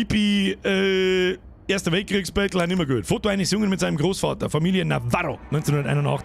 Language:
Bavarian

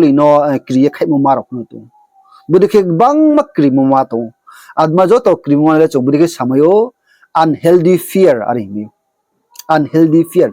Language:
Riang (India)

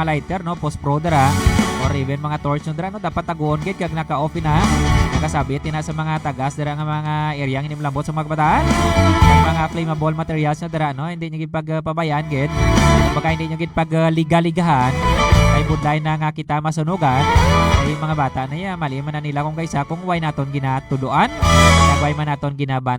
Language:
Hiligaynon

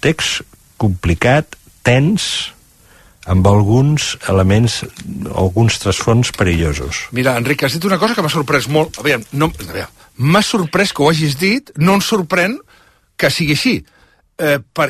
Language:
Catalan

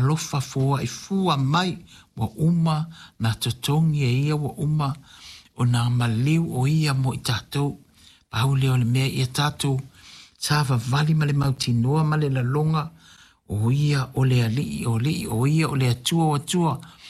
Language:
Samoan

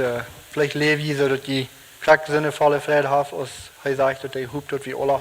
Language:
Plautdietsch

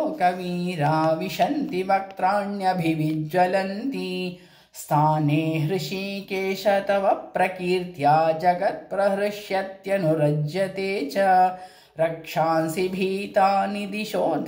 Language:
Sanskrit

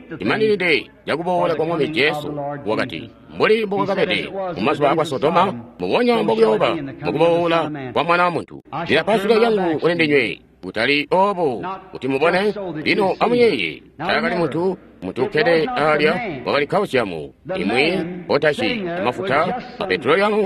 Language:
Tonga (Zambia)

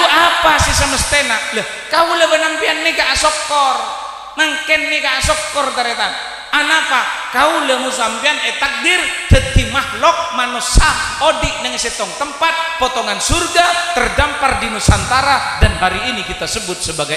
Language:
Madurese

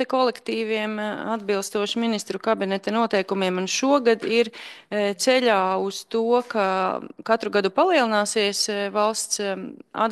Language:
Latvian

